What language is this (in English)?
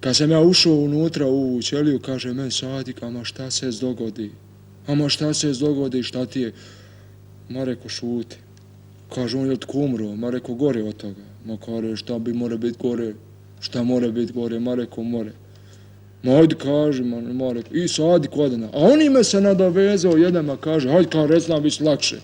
Bosnian